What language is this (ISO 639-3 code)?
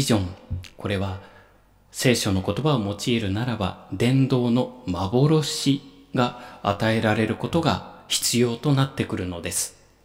jpn